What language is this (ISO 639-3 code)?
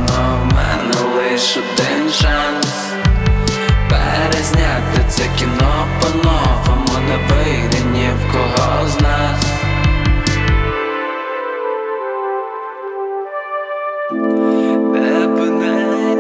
ukr